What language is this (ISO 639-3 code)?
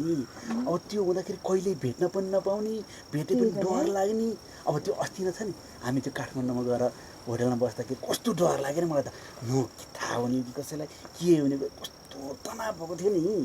nep